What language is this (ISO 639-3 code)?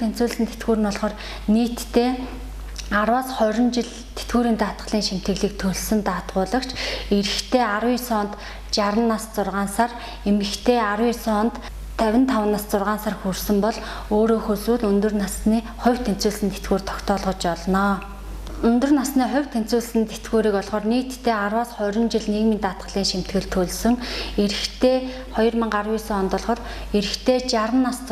mon